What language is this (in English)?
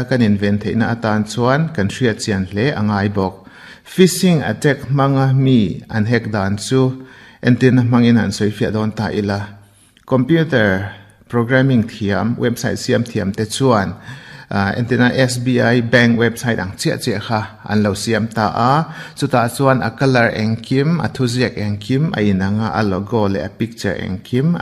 Mizo